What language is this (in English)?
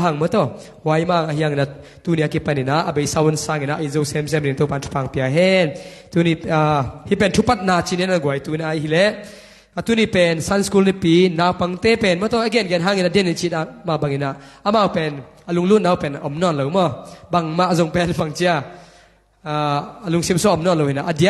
Tedim Chin